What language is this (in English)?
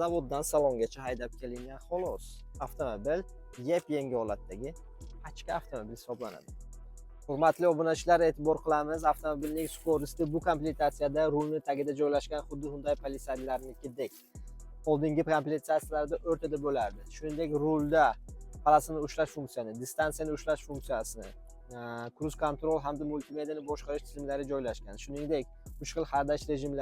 Uzbek